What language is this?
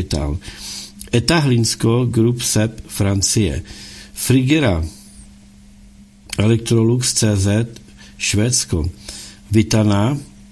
Czech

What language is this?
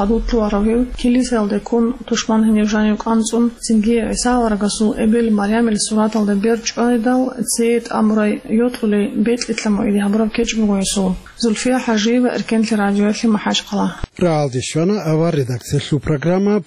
Avaric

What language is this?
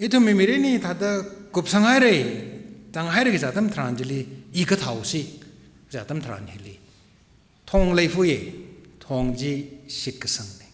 Tangkhul Naga (India)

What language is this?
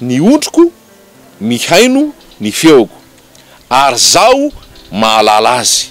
Malagasy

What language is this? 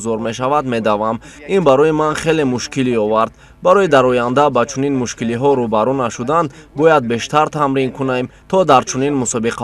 Tajik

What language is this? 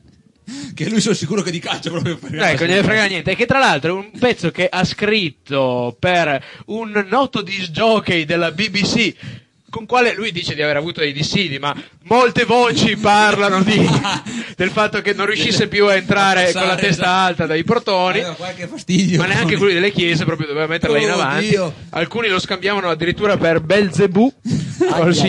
Italian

